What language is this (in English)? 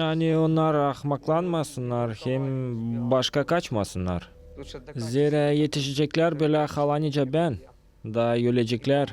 Gagauz